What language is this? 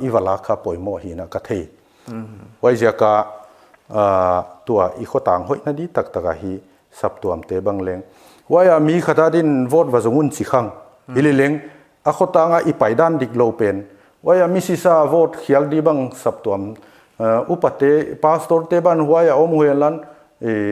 Paite Chin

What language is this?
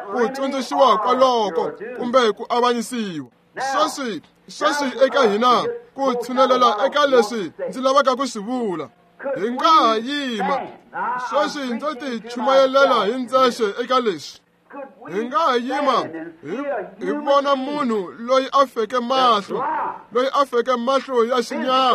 Tsonga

